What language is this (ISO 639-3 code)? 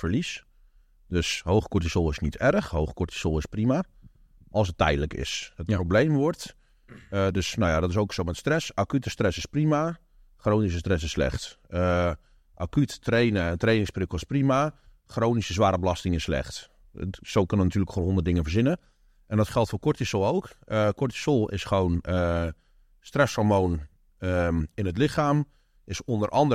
nld